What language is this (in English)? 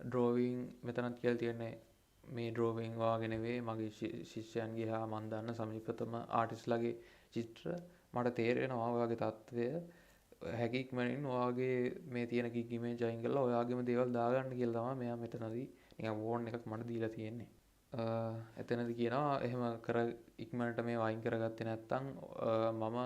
Sinhala